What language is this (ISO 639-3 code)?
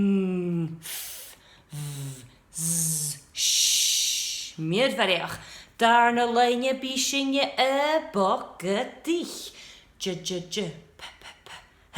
gla